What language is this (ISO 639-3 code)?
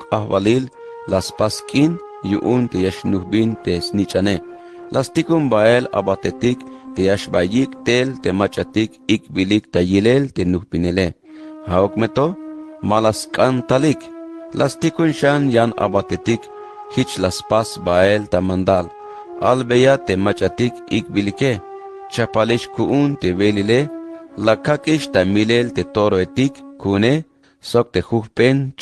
tzh